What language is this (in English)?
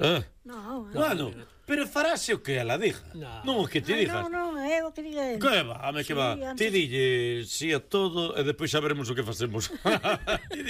Galician